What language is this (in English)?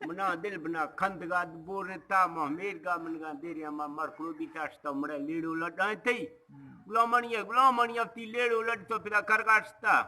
Eastern Balochi